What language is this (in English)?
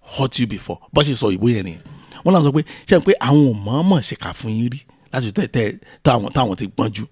Yoruba